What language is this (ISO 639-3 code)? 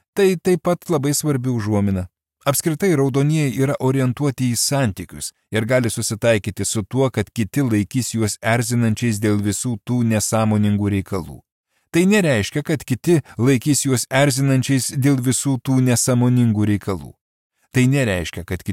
lit